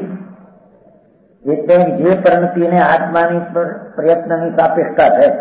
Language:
Gujarati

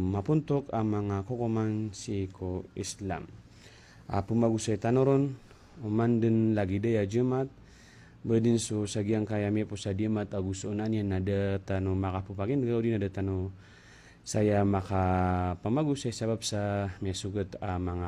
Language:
Maranao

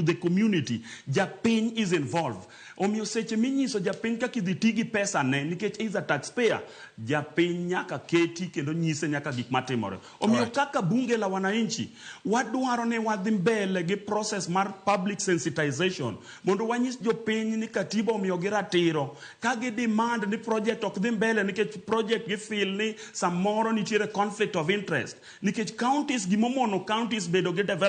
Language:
Luo (Kenya and Tanzania)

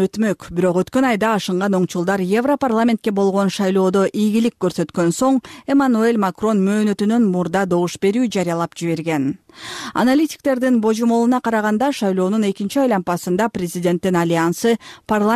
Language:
Kyrgyz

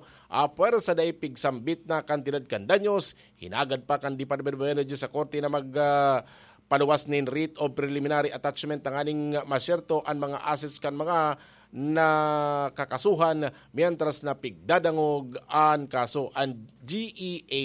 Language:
Bikol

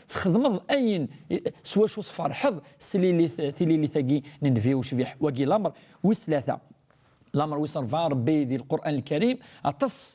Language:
Kabyle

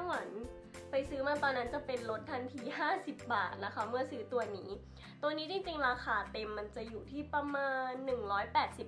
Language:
Thai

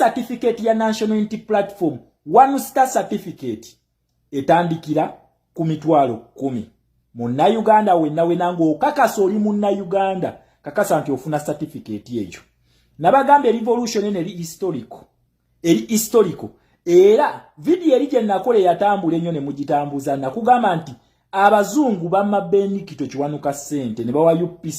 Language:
Ganda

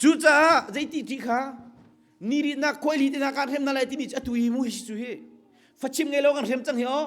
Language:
Hakha Chin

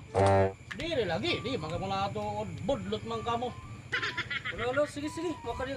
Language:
Waray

